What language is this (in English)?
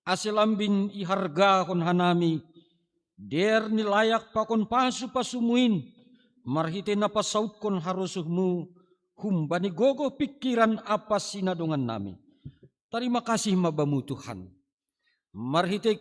Batak Simalungun